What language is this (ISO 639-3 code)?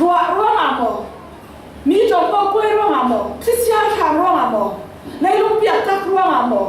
cfm